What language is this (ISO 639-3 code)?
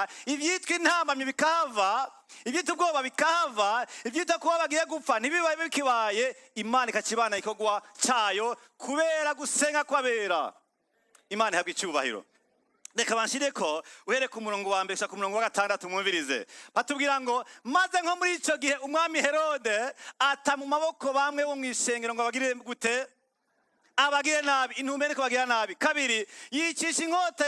run